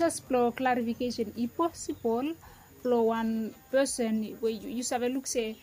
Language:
Bislama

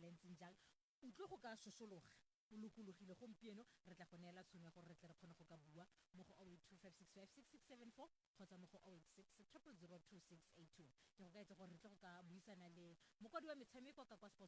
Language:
Tswana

